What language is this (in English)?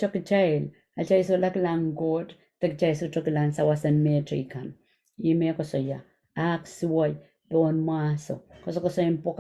Pohnpeian